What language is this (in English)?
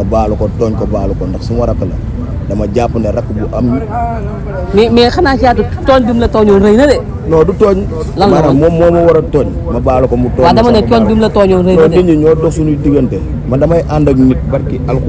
Wolof